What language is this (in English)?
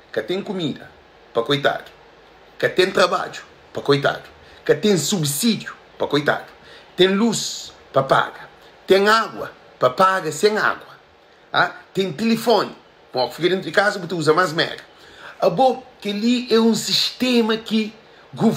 Kabuverdianu